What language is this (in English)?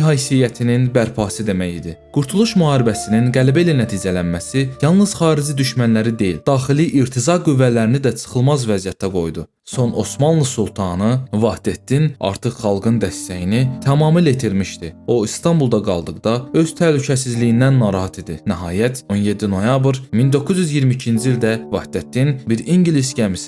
Azerbaijani